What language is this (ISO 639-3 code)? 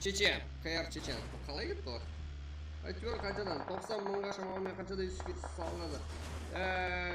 kaa